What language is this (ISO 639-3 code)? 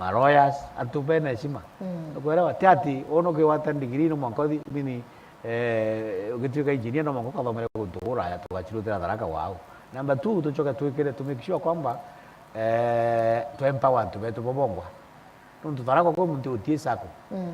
mer